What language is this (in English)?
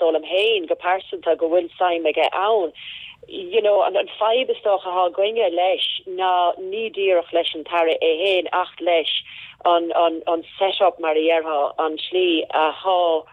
Irish